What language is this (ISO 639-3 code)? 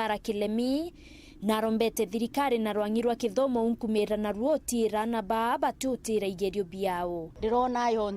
mer